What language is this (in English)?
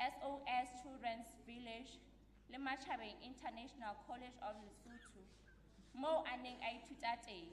Southern Sotho